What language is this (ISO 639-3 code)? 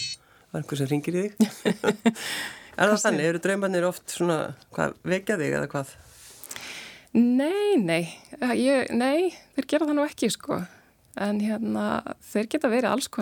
isl